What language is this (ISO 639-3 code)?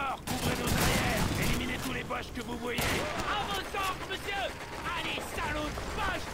fra